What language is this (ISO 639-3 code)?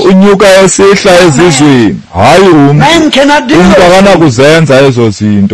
xho